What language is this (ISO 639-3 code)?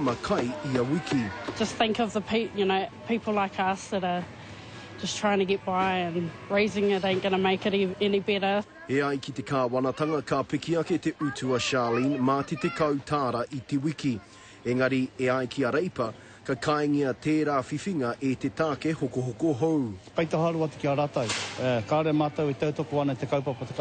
mri